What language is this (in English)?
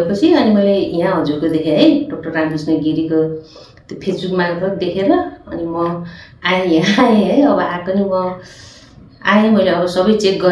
Nepali